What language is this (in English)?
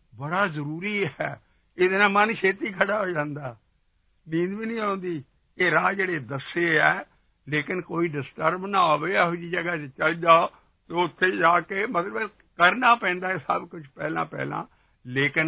Punjabi